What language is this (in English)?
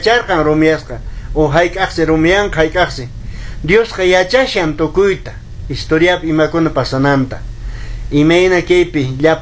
Quechua